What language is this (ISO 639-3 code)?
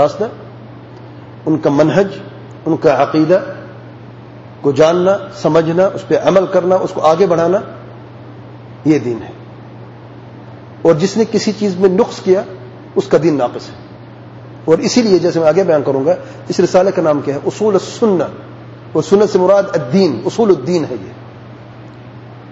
urd